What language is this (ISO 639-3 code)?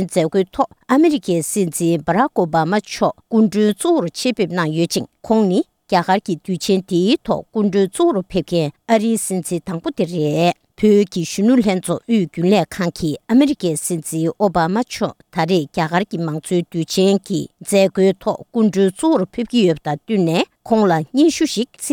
bod